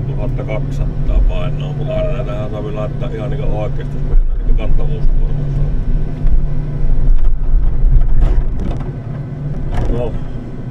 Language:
Finnish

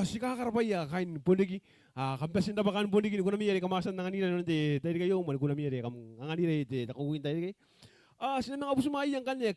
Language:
Gilbertese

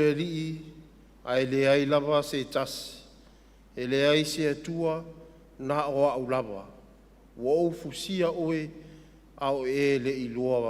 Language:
Samoan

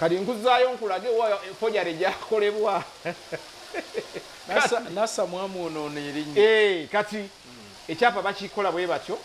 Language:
Ganda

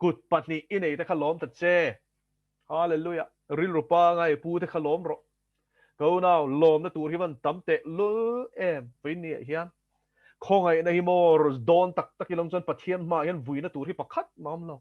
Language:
Mizo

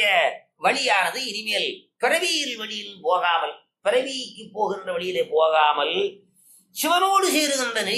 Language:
Tamil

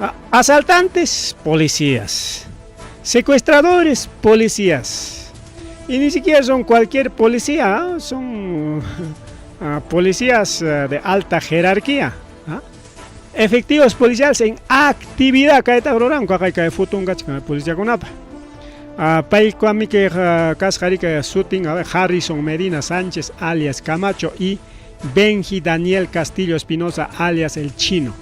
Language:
Ayacucho Quechua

